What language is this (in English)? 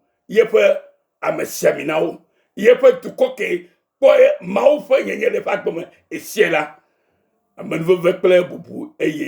Ewe